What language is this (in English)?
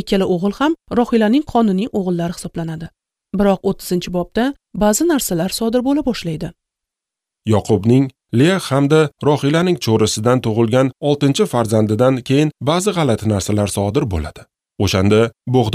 Uzbek